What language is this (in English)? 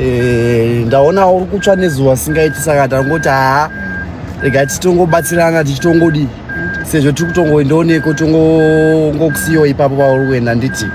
Shona